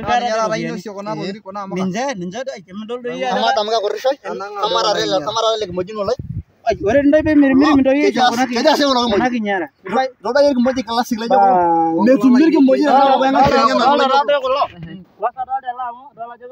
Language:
Masai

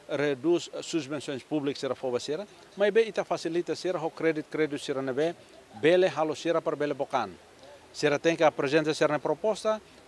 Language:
Tetum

